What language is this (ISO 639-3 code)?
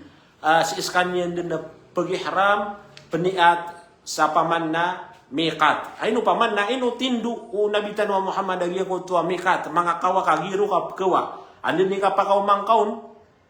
mrw